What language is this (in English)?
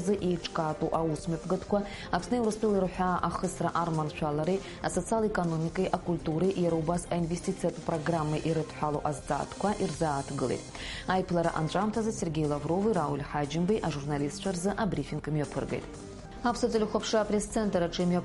Abkhazian